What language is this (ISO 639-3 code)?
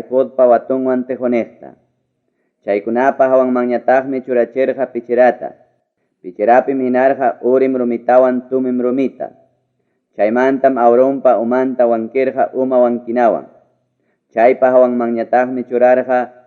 quy